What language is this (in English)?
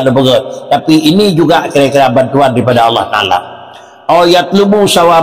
Achinese